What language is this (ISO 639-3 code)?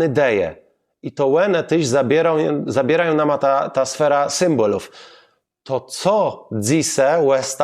csb